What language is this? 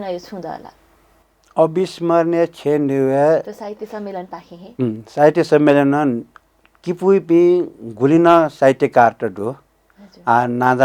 Newari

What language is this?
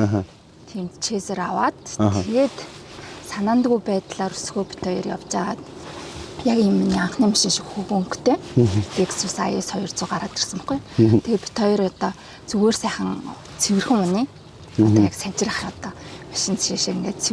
Mongolian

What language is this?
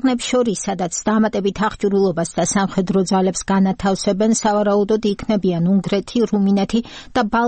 Georgian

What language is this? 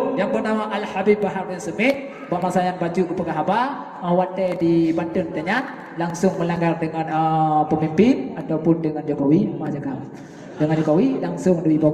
Achinese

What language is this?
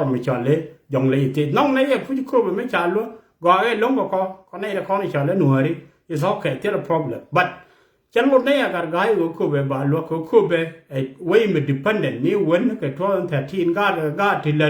Nuer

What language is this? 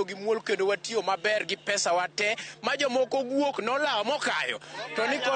Luo (Kenya and Tanzania)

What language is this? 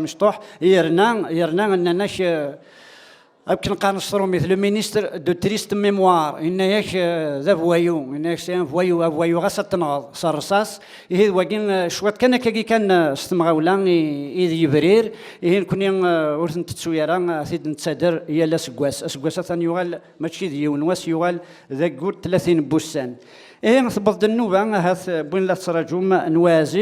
Kabyle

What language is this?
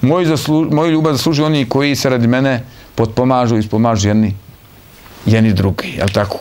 Bosnian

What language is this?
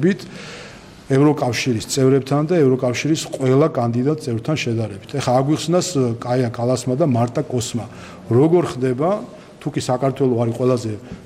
Georgian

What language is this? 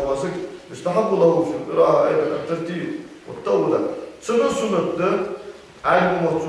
Ingush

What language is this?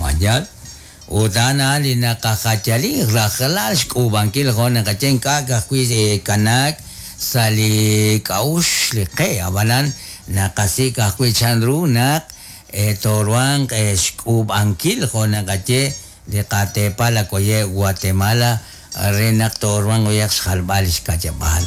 Kekchí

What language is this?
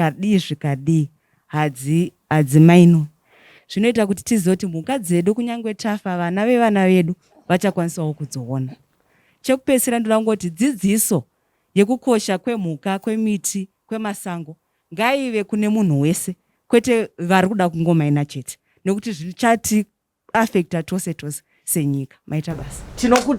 Shona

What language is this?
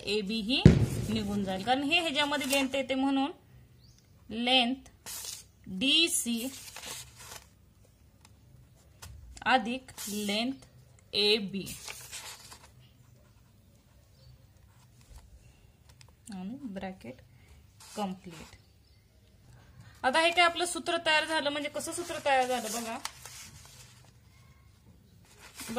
Marathi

